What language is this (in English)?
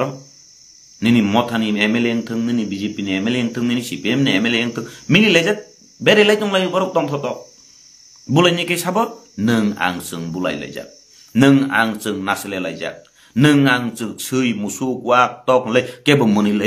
Kok Borok